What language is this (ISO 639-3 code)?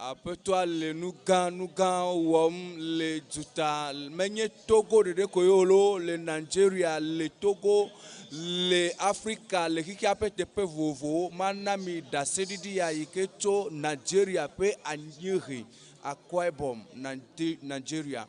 ewe